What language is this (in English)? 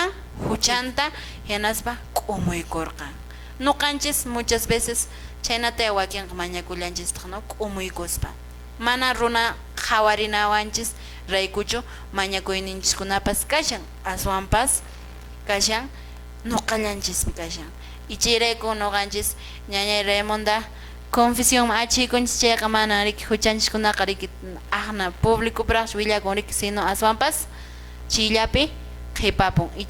Quechua